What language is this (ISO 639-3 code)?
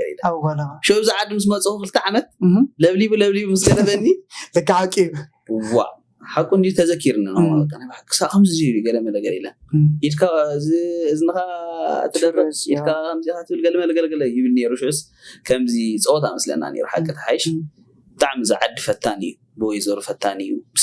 tir